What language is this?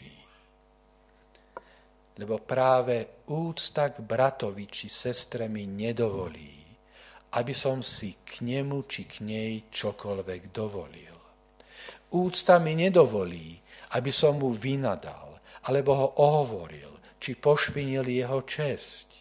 Slovak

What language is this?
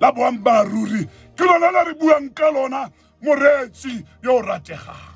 Tswana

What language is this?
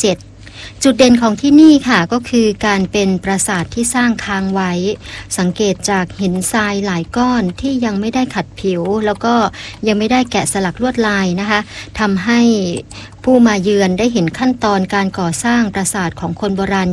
Thai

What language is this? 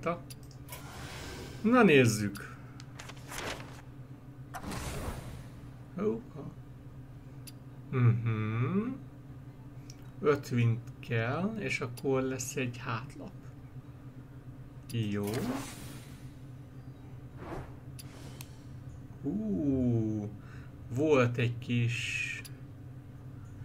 Hungarian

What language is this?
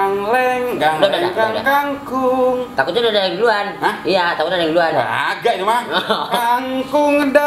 Betawi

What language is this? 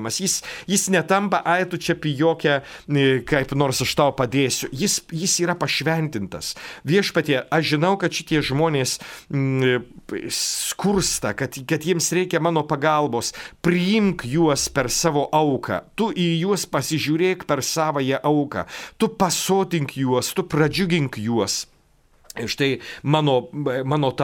Lithuanian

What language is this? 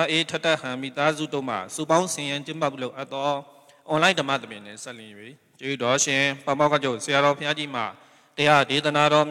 Burmese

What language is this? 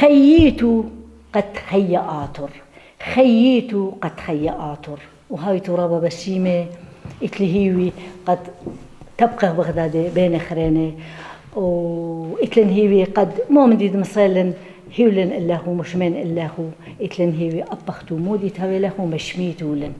Assyrian Neo-Aramaic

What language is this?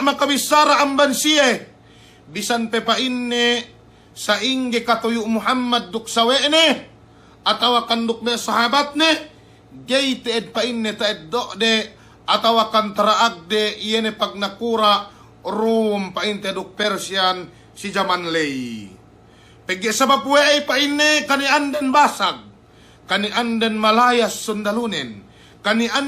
Yakan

